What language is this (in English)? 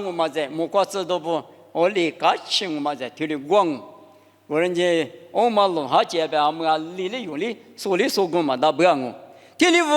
Lisu